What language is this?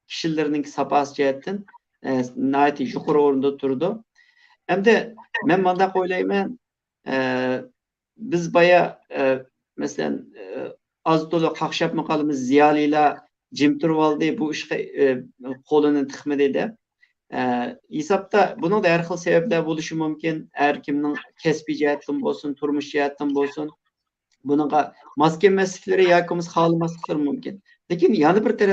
Uyghur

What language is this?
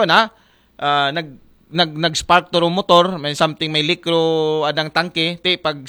Aklanon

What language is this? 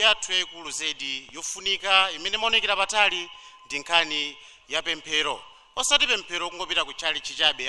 Nyanja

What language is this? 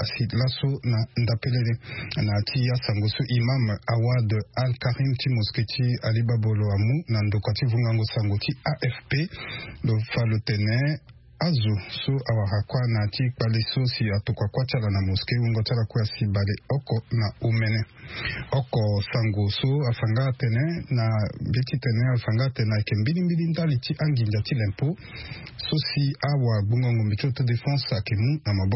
Sango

